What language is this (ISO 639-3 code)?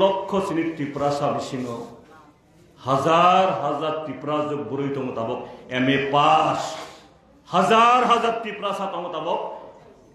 trp